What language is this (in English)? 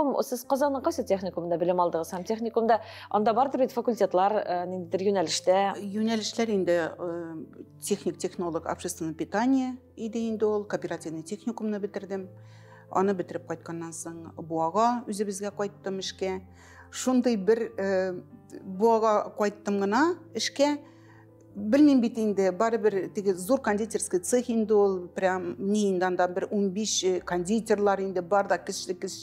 Tatar